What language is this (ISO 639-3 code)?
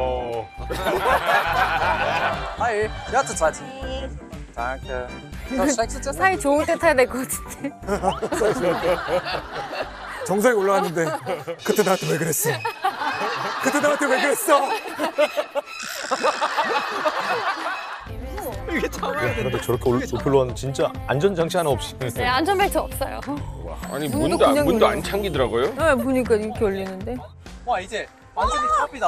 kor